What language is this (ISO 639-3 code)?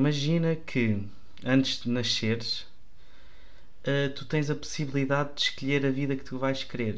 por